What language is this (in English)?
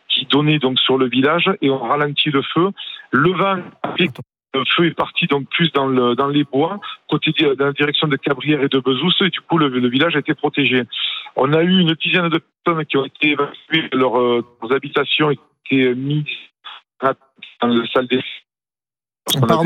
French